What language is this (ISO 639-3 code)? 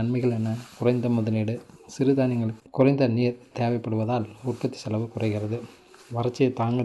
tam